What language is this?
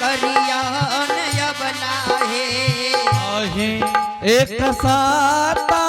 Angika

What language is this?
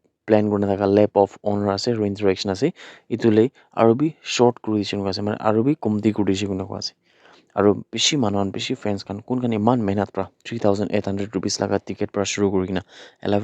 Naga Pidgin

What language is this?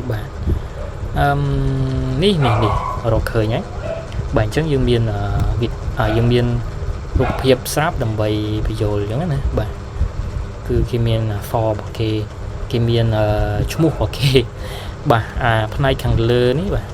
Khmer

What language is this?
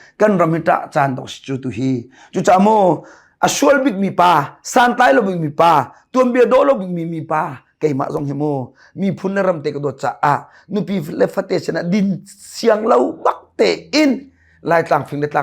Hakha Chin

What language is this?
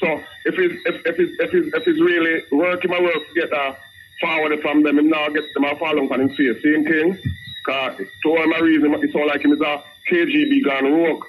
Jamaican Creole English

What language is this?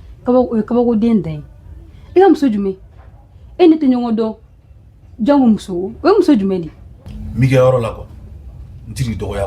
Bambara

